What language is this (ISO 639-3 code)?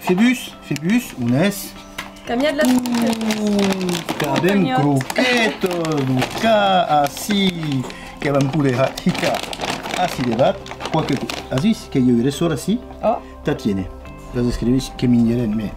oci